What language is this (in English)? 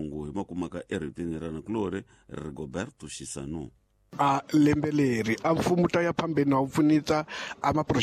Tsonga